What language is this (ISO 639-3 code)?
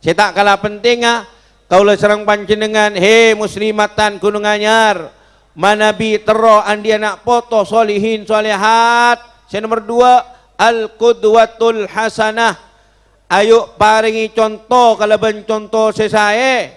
mad